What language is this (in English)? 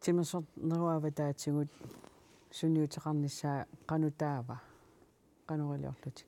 Kalaallisut